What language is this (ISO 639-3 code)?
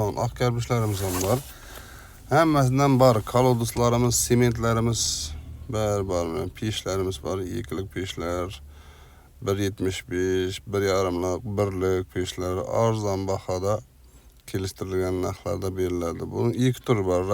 uzb